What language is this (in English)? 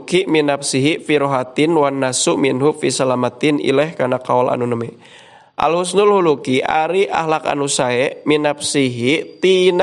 Sundanese